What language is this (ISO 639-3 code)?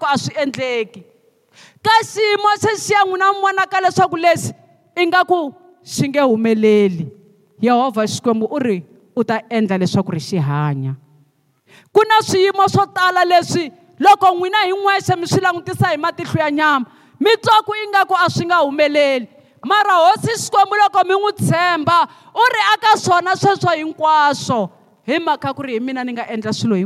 tso